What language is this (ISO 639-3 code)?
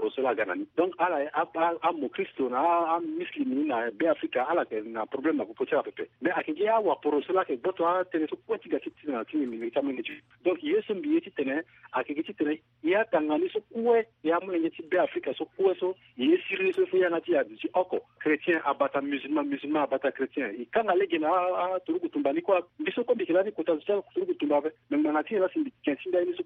sag